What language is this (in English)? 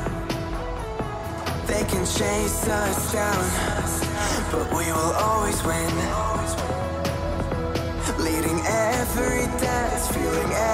English